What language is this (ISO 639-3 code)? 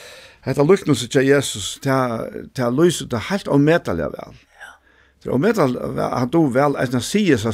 fao